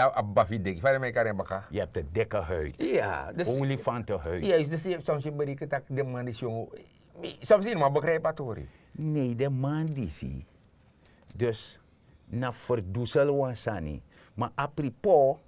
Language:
Sranan Tongo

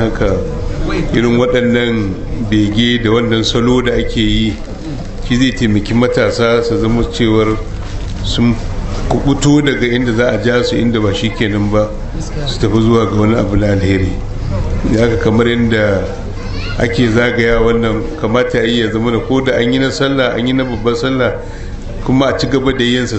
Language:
Hausa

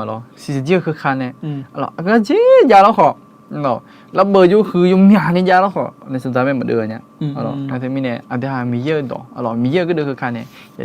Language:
Akha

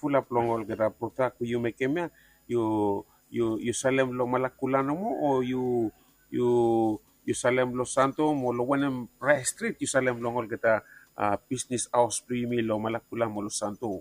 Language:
Bislama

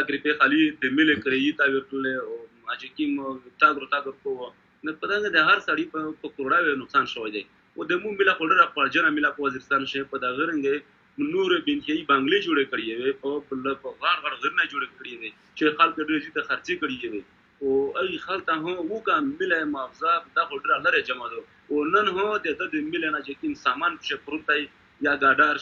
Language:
Pashto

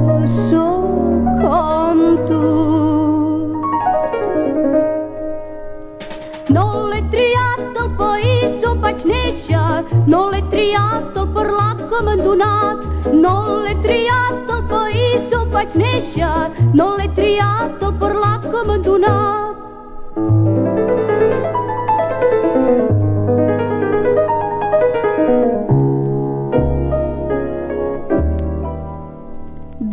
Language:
Catalan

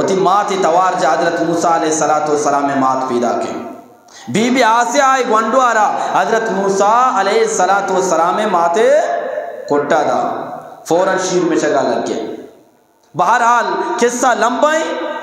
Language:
Eastern Balochi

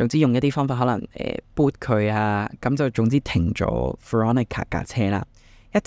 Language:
Cantonese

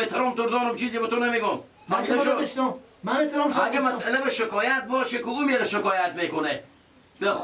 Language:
Persian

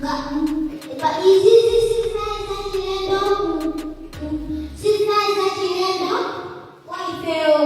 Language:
Nyanja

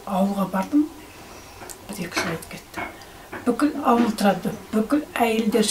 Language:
Kazakh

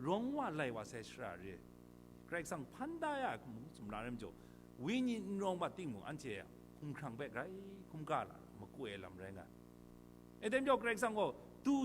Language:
Kachin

